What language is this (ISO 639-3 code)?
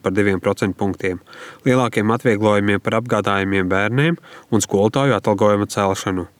lav